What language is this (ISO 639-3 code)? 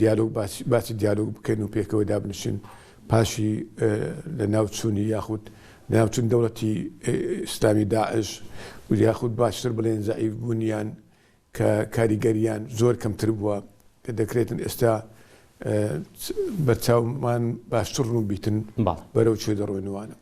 ckb